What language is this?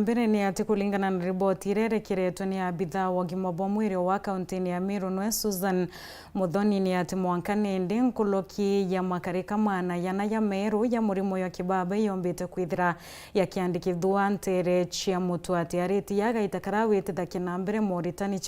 Meru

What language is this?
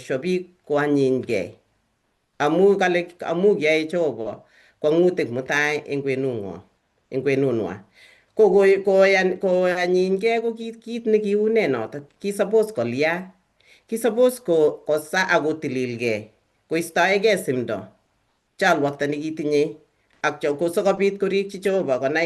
Kalenjin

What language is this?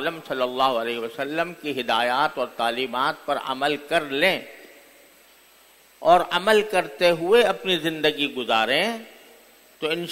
Urdu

